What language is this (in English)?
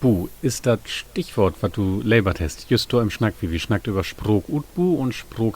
Low German